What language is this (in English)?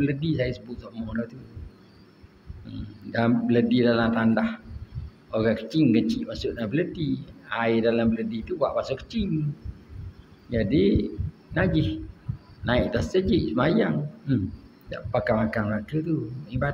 Malay